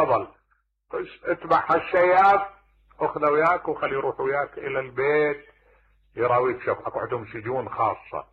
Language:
Mesopotamian Arabic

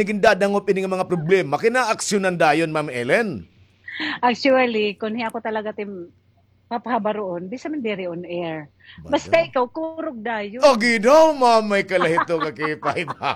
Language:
Waray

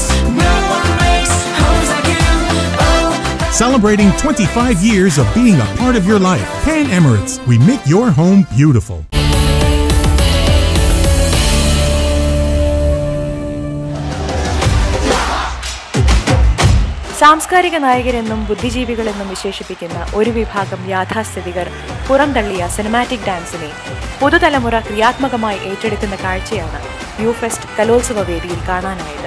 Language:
Malayalam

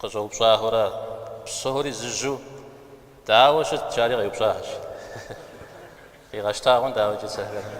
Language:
Kabardian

